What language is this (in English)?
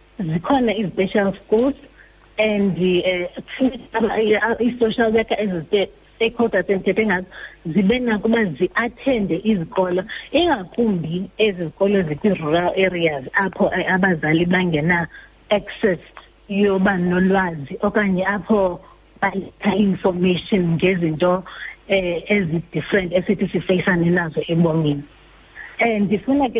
Xhosa